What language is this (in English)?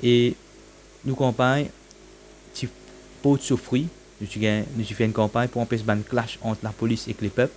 Morisyen